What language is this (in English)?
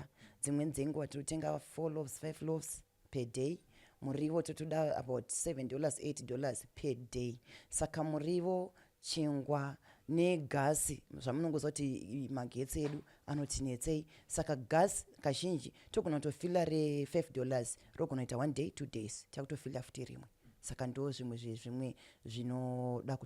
Shona